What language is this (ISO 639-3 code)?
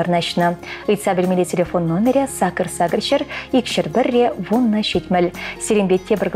chv